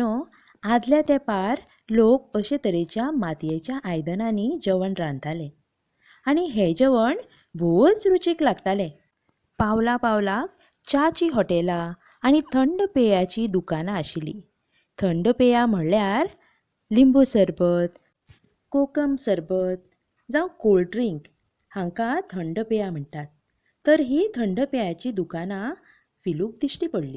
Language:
Konkani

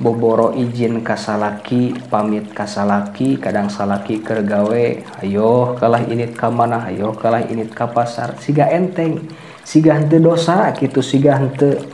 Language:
Sundanese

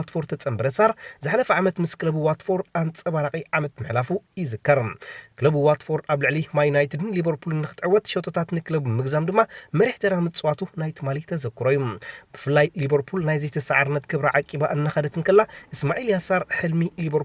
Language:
Tigrinya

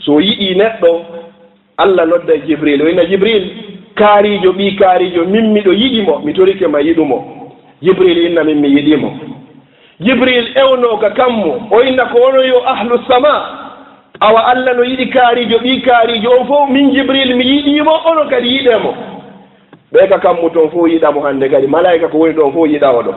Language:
Fula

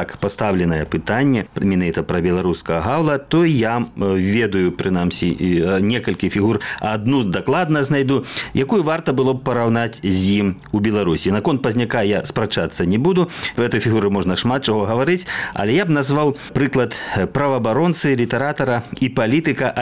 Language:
Belarusian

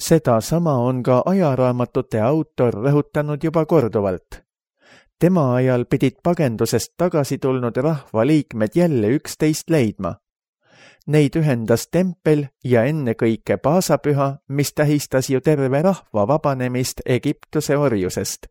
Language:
Estonian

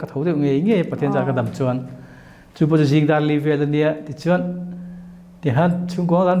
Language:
Mizo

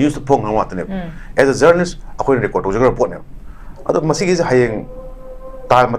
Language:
Manipuri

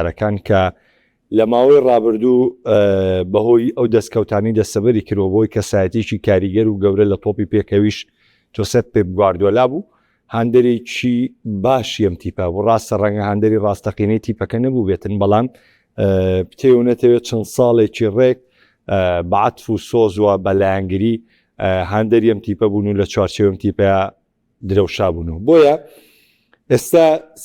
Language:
Central Kurdish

